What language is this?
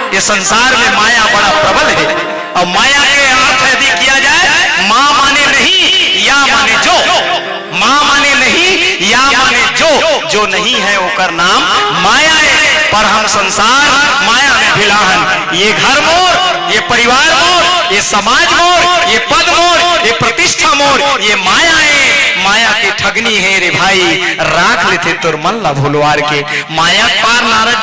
Chhattisgarhi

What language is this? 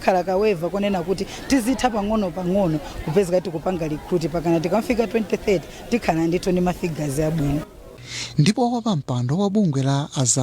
Nyanja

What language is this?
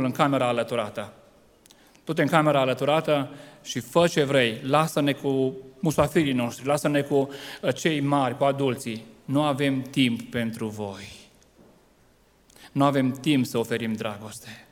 Romanian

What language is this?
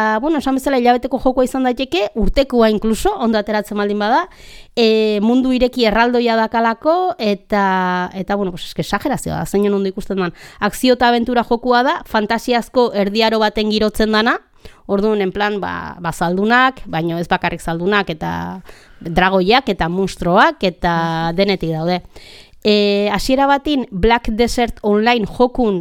Basque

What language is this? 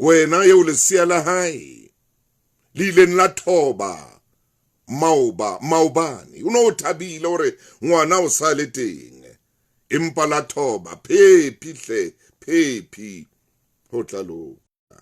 Southern Sotho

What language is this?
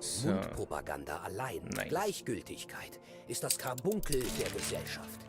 Bavarian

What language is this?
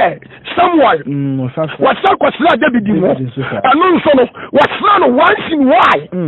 Akan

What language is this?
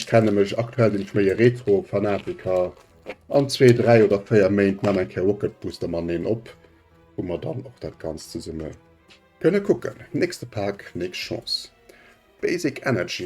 Luxembourgish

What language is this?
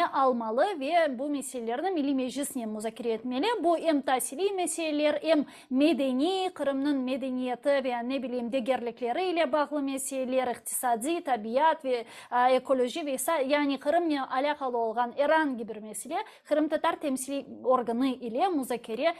Crimean Tatar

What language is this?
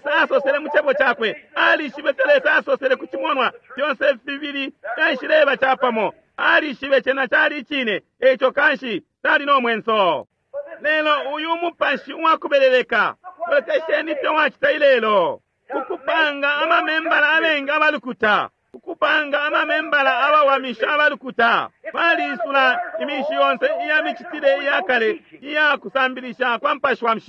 Bemba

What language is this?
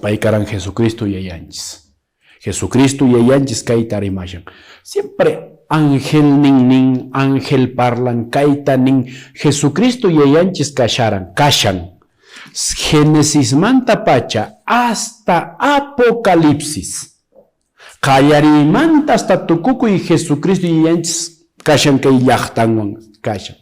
Quechua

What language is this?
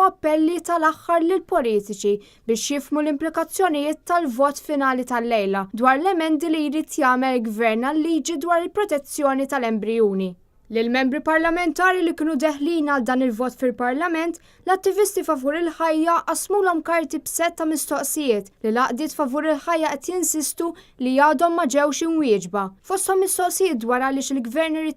Maltese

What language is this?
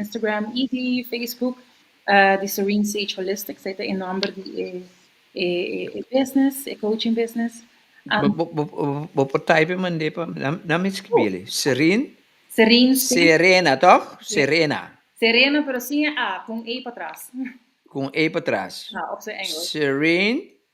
Papiamento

